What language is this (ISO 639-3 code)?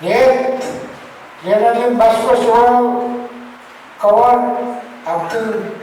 pon